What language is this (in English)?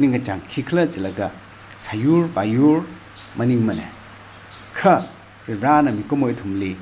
Tangkhul Naga (India)